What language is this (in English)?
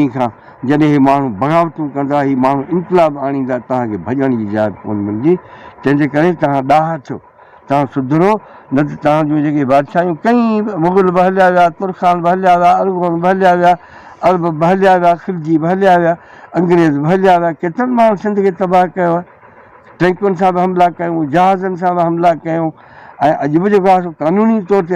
Sindhi